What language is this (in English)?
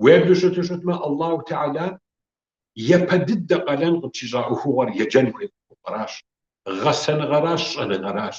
Kabardian